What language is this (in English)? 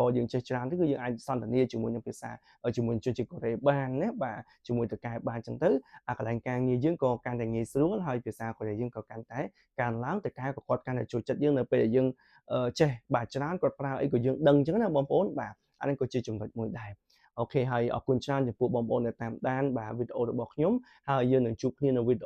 Khmer